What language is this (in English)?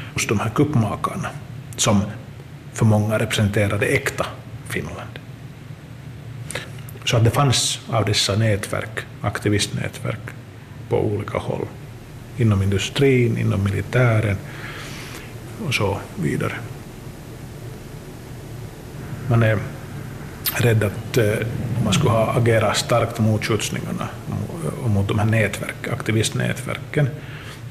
Swedish